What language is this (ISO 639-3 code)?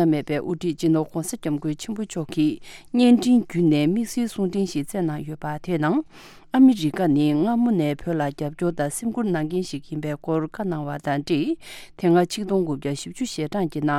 bod